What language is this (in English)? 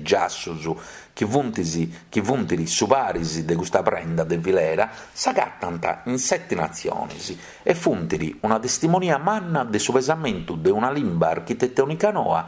Sardinian